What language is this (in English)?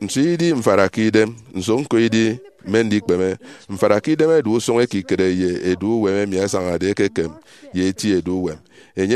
Efik